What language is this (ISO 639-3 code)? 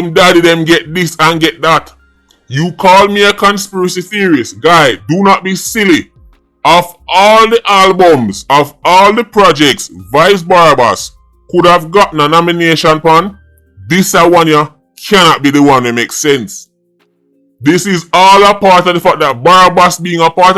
jam